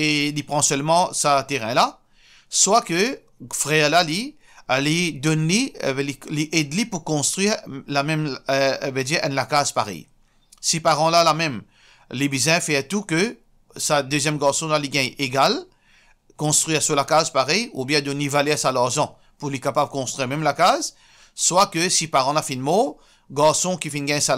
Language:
Morisyen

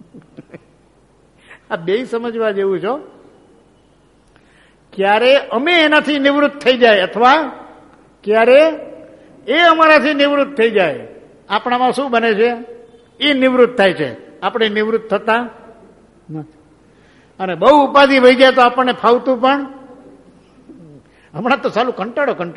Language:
Gujarati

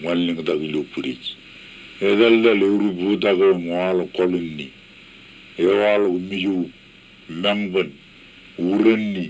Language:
Marshallese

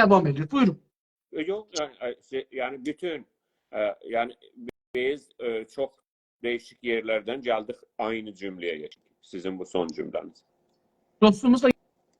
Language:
South Azerbaijani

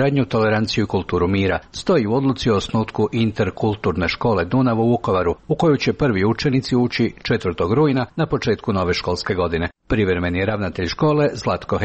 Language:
Croatian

